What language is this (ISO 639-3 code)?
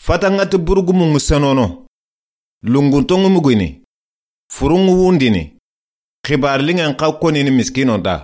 snk